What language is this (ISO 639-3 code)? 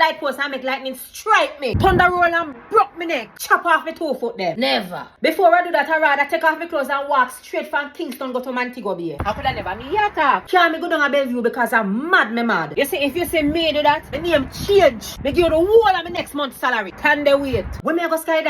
jam